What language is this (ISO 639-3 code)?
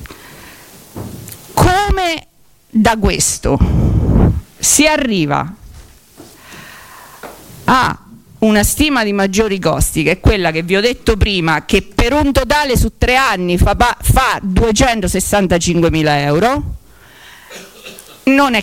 ita